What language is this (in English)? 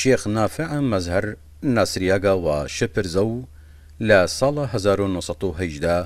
Southern Kurdish